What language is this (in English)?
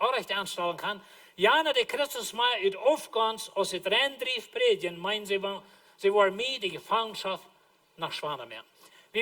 Plautdietsch